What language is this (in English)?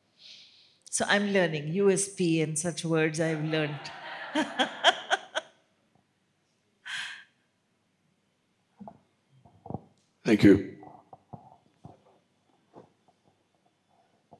English